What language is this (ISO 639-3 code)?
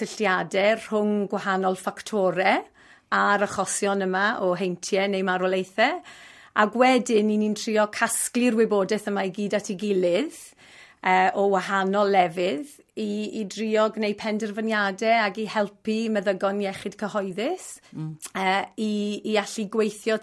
cym